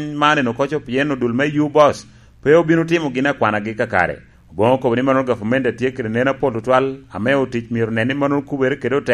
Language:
Lango (Uganda)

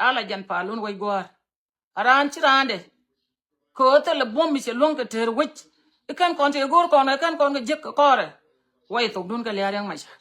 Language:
Nuer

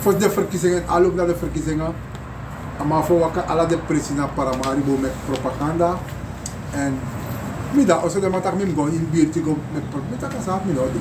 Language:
Sranan Tongo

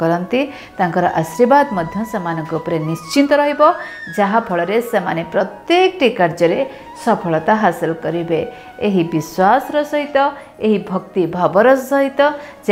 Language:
Odia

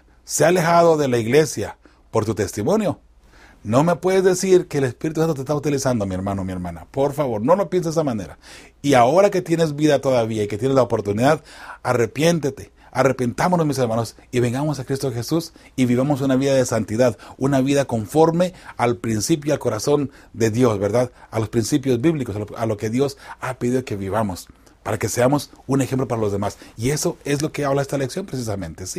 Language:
Spanish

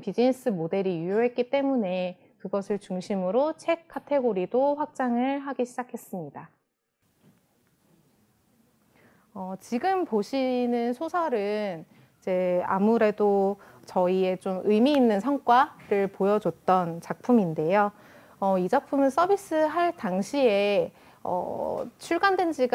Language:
Korean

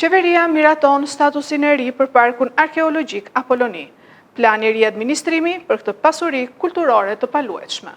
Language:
Albanian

